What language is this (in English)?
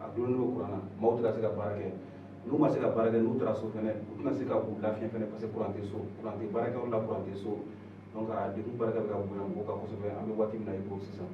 Bambara